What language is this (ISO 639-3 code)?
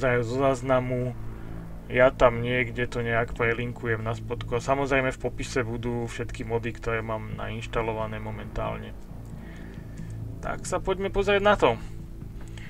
slk